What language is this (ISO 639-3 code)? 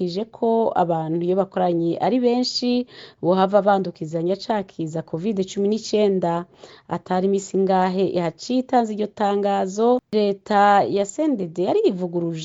run